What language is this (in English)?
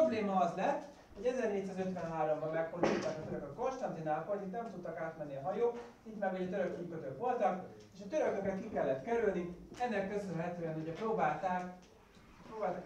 Hungarian